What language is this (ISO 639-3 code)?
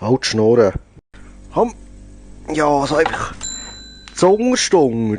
gsw